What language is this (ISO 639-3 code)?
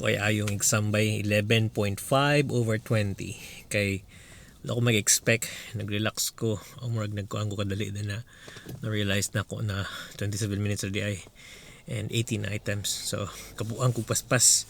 ceb